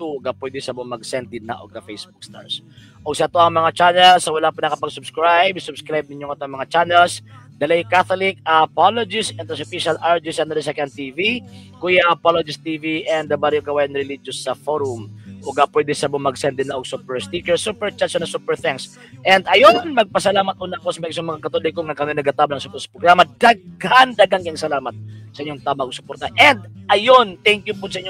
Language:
Cebuano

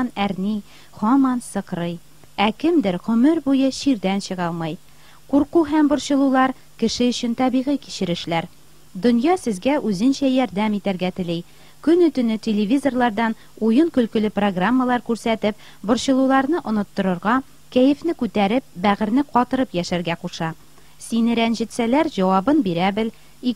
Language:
Tatar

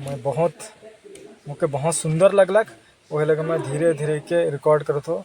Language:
Sadri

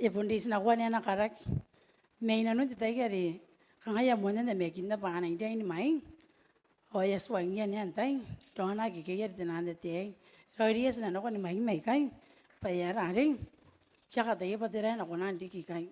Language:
Gilbertese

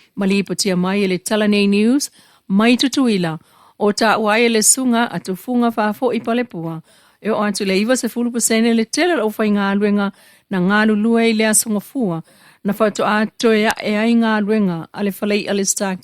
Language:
Samoan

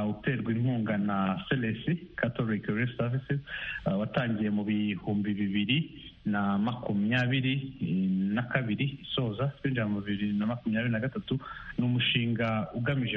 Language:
Kinyarwanda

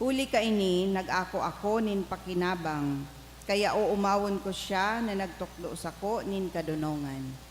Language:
Bikol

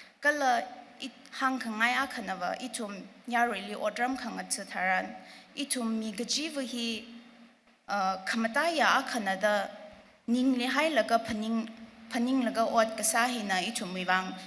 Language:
Tangkhul Naga (India)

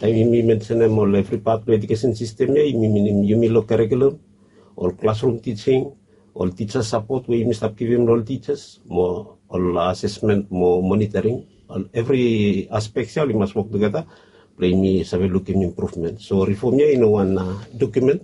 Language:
Bislama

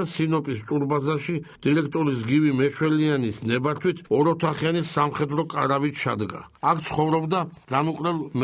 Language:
Georgian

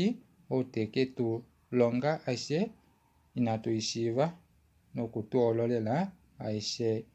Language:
Kuanyama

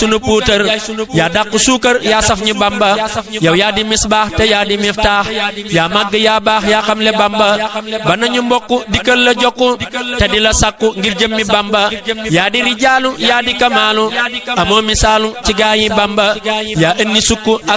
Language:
Wolof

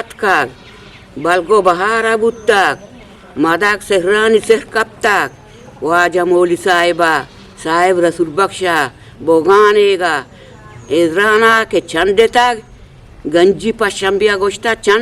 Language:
Eastern Balochi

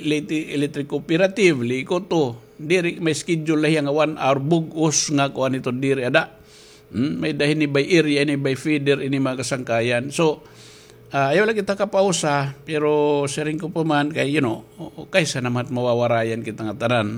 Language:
Waray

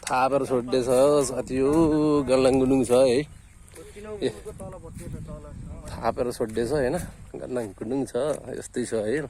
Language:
Nepali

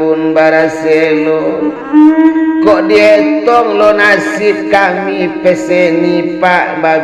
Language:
Minangkabau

